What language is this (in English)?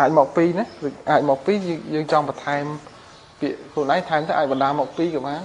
Khmer